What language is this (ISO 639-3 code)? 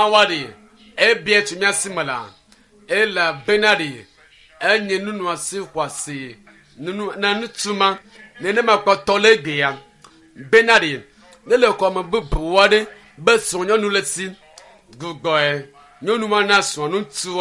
ewe